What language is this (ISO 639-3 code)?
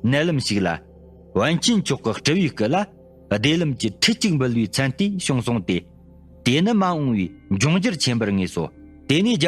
bod